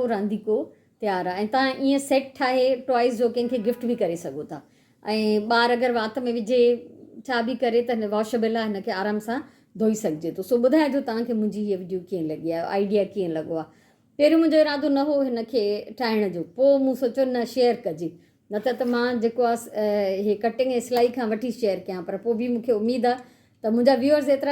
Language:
Sindhi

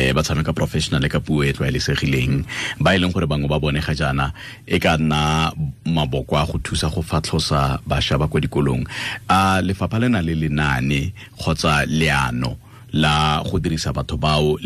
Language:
Tswana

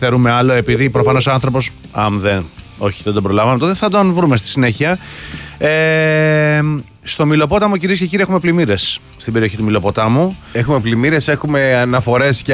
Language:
Greek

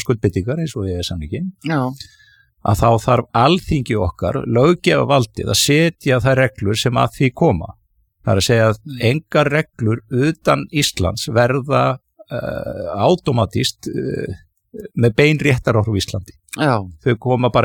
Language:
Icelandic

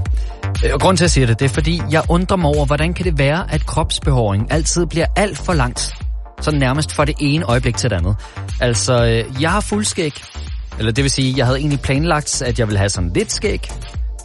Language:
Danish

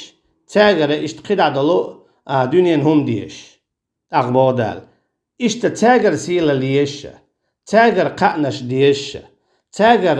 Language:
Chechen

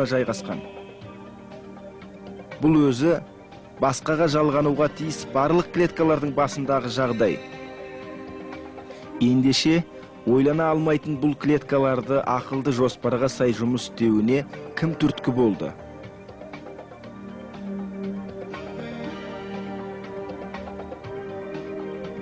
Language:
Kazakh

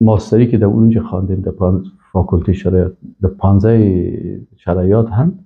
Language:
Persian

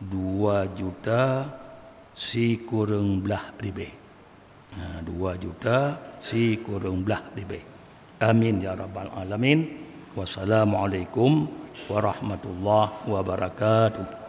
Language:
Achinese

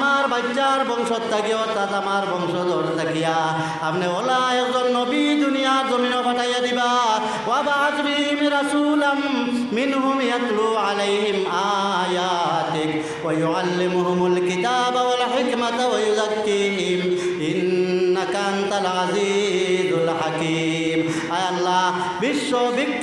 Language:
Sylheti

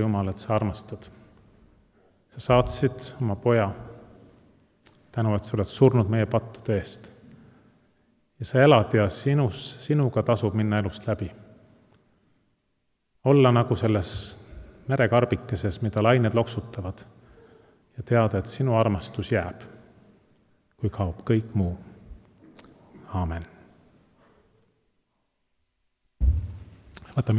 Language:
Estonian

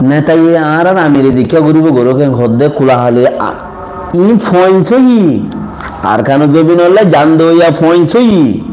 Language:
Rohingya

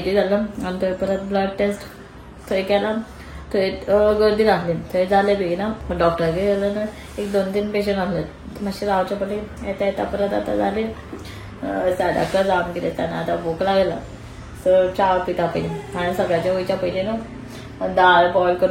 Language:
Konkani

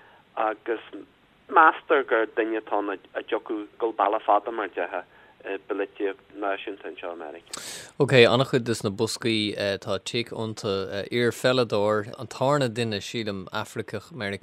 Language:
Irish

